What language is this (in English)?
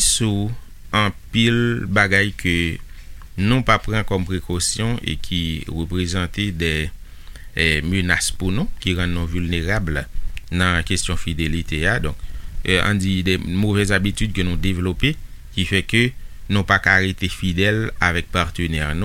Haitian Creole